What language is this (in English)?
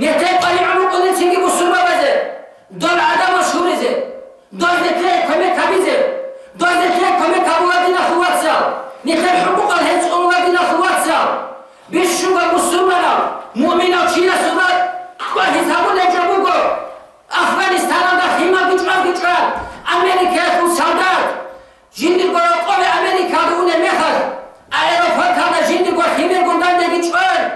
Avaric